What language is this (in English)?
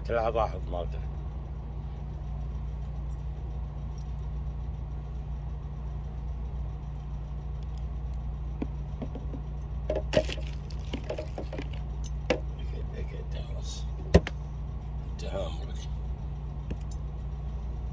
Gulf Arabic